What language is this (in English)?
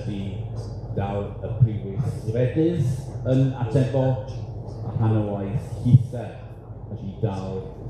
Welsh